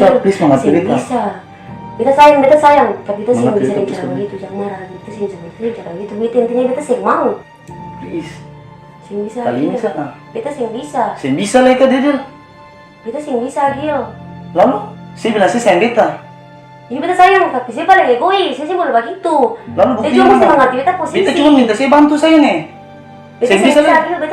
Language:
Ambonese Malay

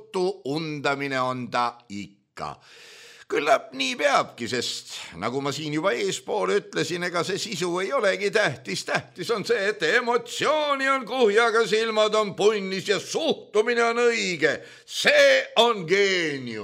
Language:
Estonian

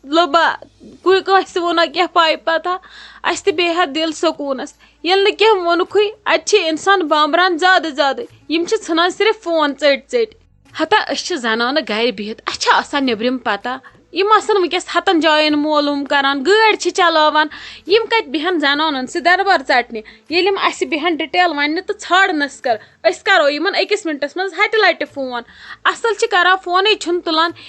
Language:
Kashmiri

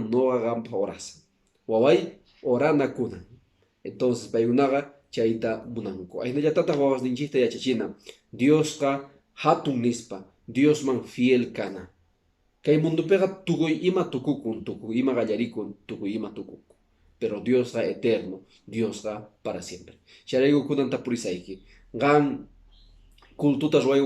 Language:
Quechua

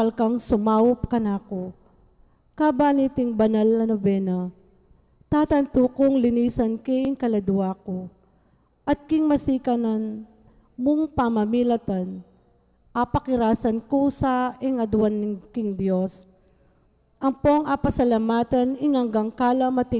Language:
Pampanga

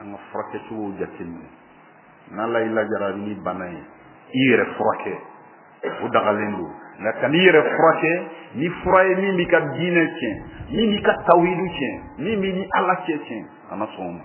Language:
Bambara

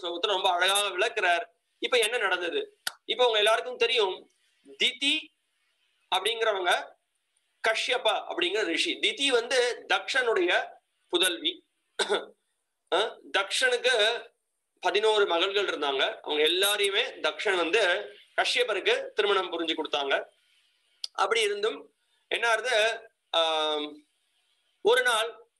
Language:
Tamil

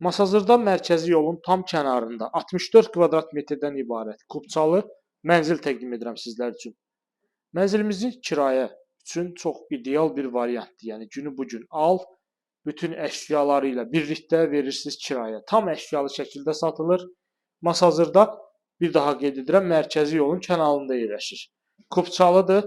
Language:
Azerbaijani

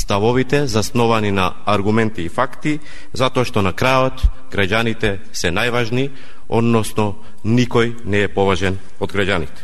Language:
Macedonian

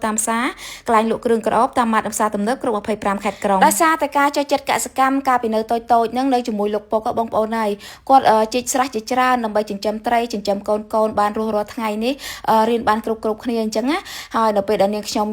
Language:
Khmer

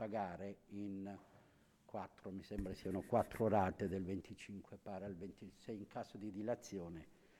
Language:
Italian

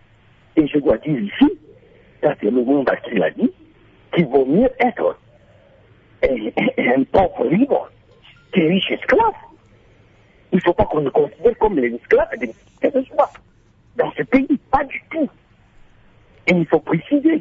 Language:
French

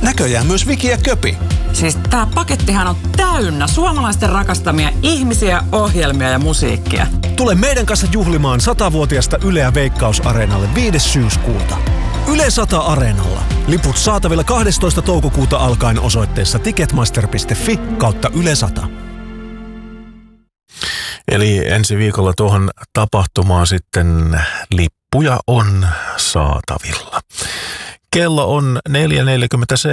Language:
Finnish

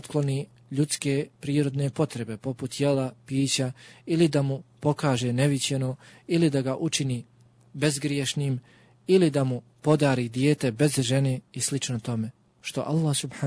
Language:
Bosnian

